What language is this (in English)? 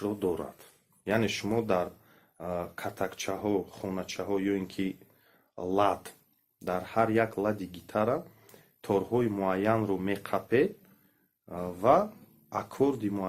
Tajik